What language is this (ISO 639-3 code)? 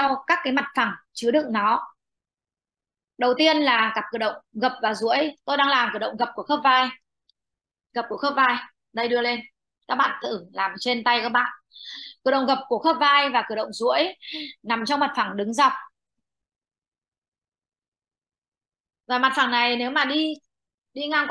vie